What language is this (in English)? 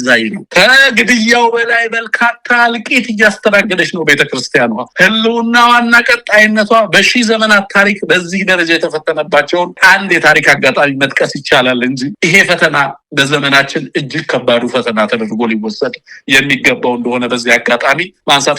Amharic